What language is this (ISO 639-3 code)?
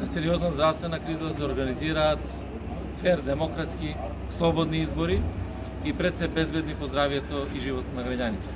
mkd